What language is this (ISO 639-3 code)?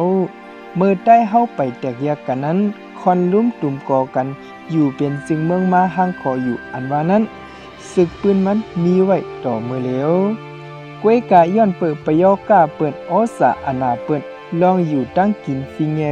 shn